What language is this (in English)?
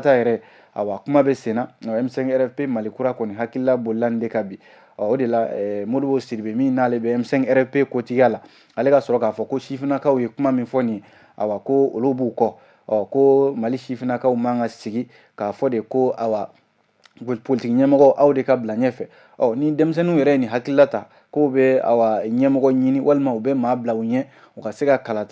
Bambara